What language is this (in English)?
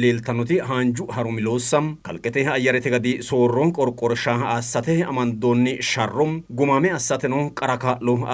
Sidamo